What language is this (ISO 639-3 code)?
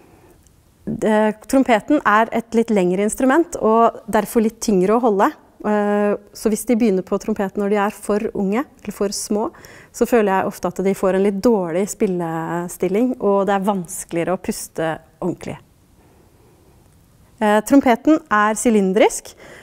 nor